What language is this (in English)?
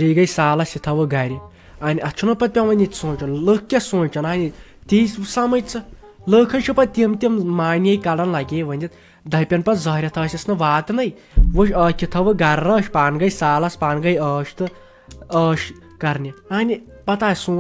Kashmiri